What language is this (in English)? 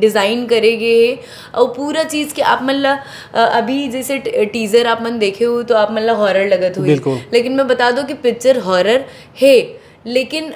Chhattisgarhi